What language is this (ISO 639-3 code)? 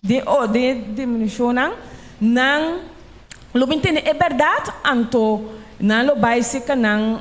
pap